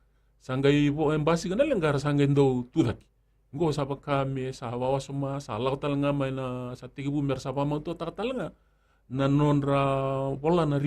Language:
Fijian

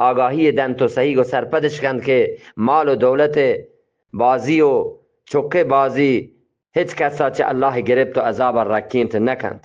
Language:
Eastern Balochi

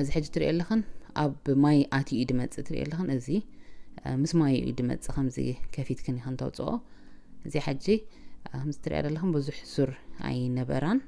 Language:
Tigrinya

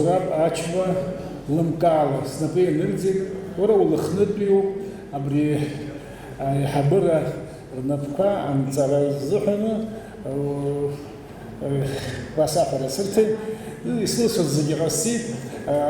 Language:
Abkhazian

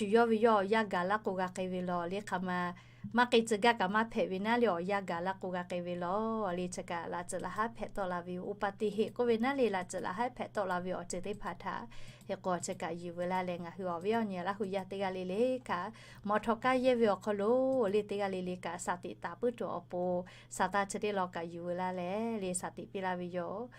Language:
Lahu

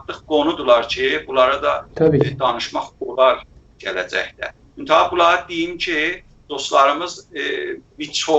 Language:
South Azerbaijani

